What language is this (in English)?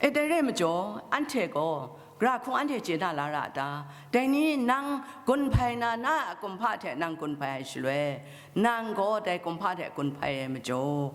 Kachin